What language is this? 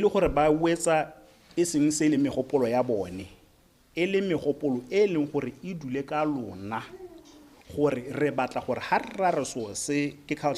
Tswana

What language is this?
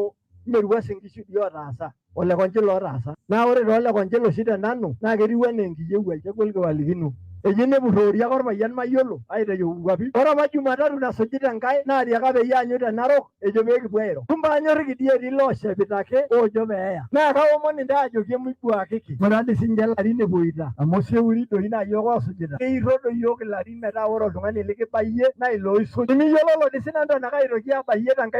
Masai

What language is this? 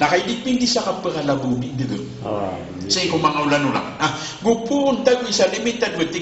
Maranao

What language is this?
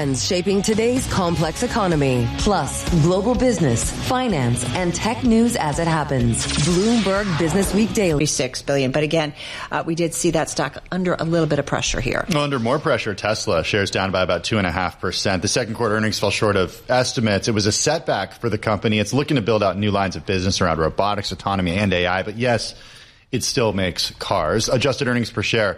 English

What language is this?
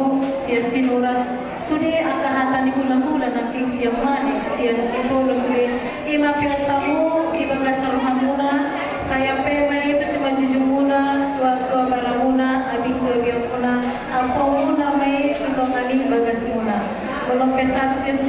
Batak Toba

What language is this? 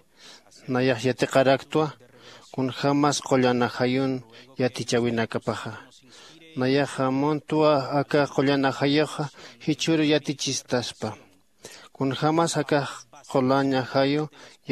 Aymara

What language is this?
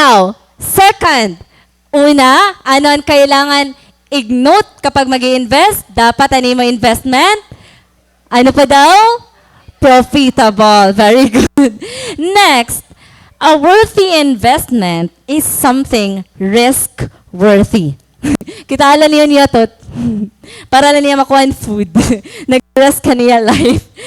Waray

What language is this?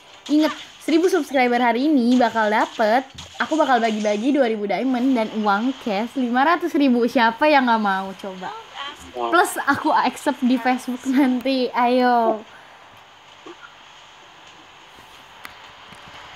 Indonesian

